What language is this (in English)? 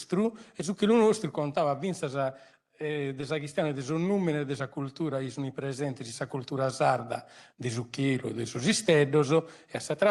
Sardinian